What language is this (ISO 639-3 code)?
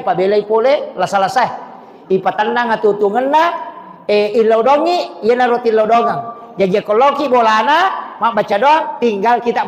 bug